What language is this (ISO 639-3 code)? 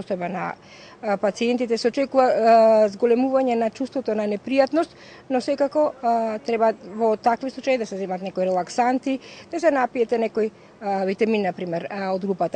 mkd